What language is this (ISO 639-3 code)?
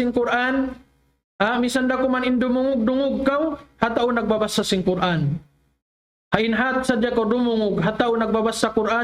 tsg